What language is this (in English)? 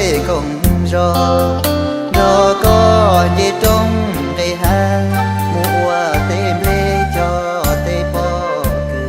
Hmong